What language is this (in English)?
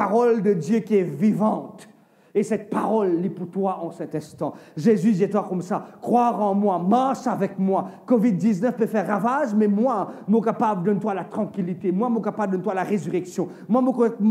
Morisyen